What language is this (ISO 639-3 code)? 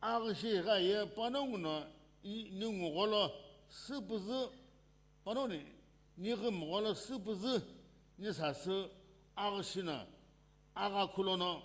nsm